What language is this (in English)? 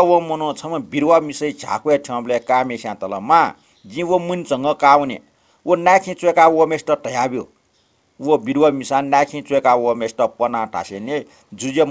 Newari